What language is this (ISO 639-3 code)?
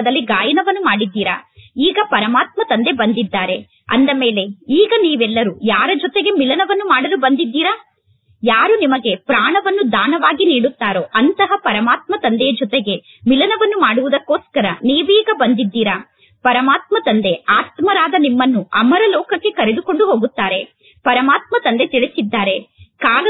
kan